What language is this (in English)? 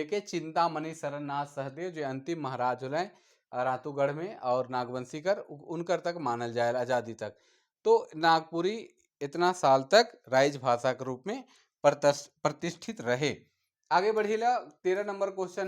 Sadri